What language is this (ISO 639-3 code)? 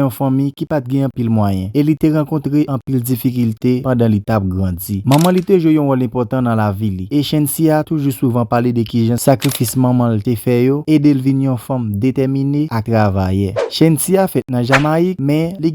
hat